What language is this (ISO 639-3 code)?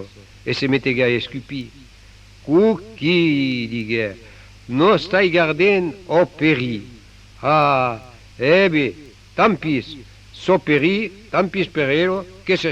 oci